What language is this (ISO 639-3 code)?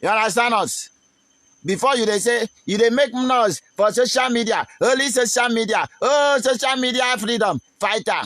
pcm